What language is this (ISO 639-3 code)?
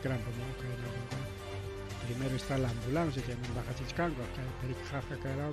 quy